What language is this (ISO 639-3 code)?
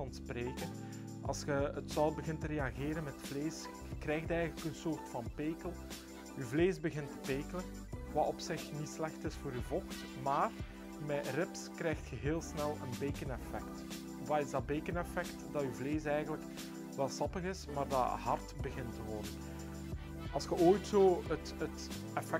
nld